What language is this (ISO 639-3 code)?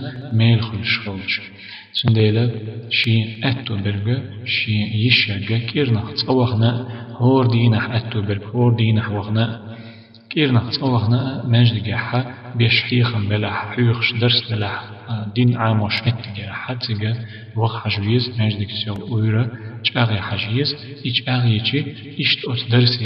che